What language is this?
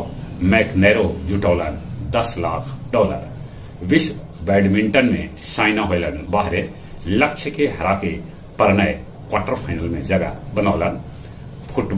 Magahi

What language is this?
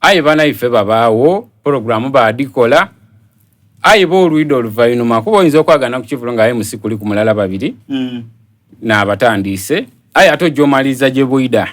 Soga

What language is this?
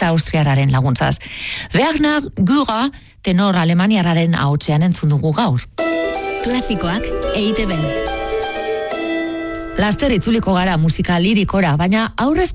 Basque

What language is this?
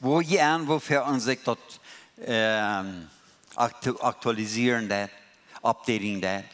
Plautdietsch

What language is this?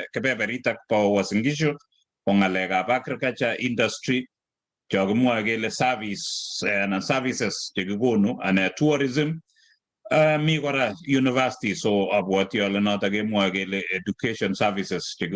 Kalenjin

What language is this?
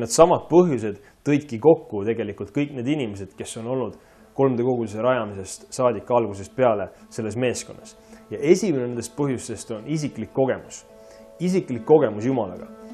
Estonian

